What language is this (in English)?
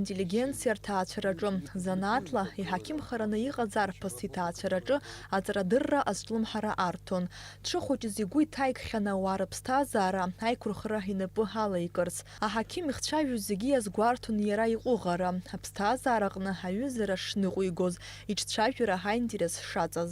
Abkhazian